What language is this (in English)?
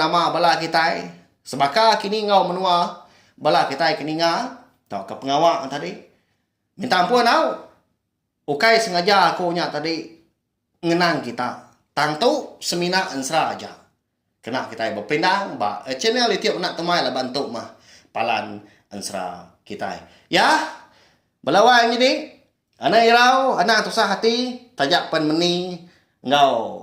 Iban